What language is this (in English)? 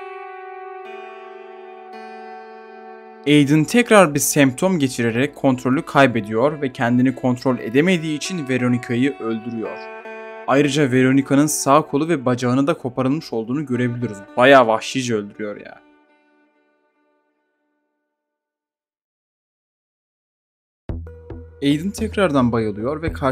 Turkish